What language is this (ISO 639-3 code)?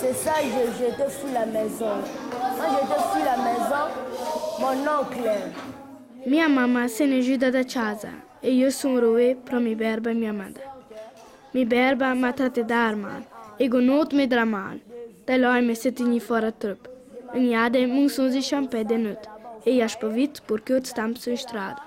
lld